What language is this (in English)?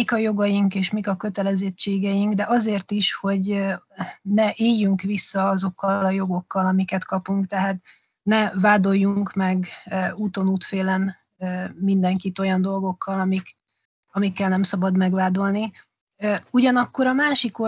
Hungarian